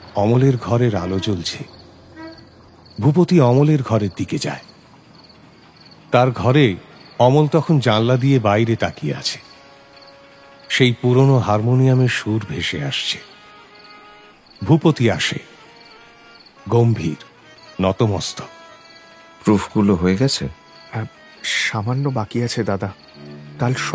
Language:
Bangla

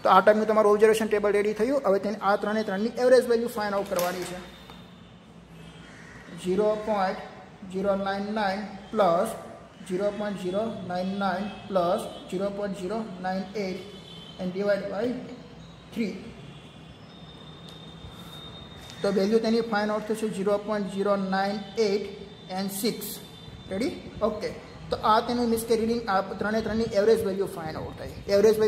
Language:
Gujarati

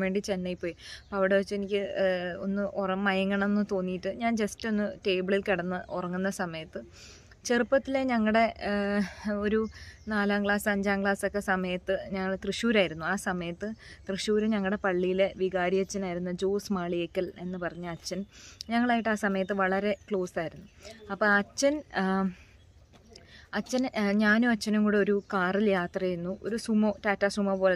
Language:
Malayalam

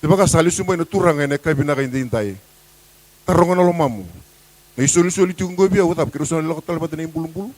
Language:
Fijian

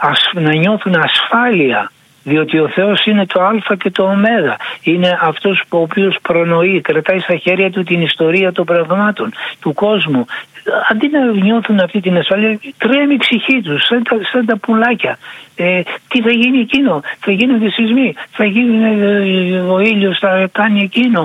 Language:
Greek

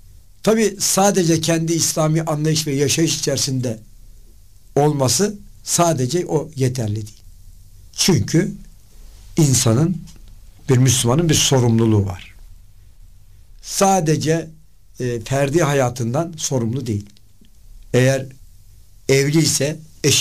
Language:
Turkish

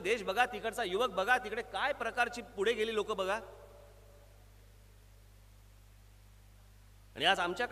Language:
Marathi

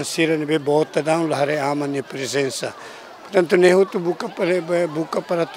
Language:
Tetum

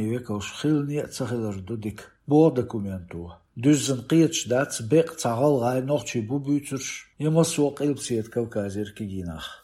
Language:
Chechen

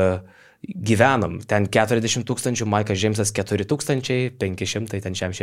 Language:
Lithuanian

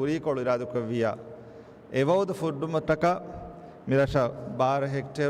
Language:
Divehi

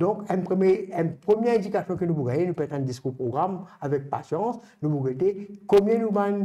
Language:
Morisyen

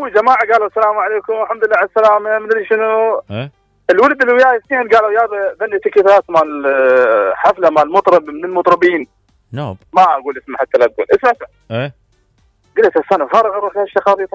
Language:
Mesopotamian Arabic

